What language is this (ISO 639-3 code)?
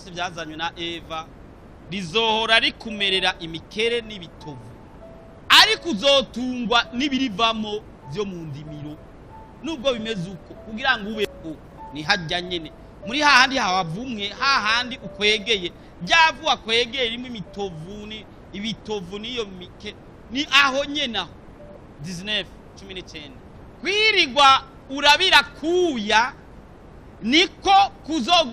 run